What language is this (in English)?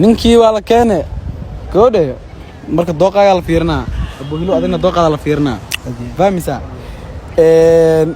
Somali